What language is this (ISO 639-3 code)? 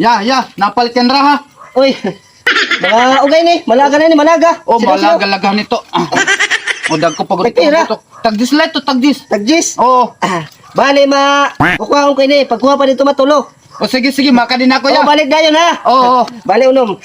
war